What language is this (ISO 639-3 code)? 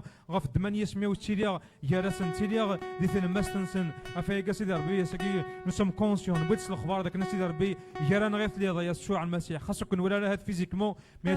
kab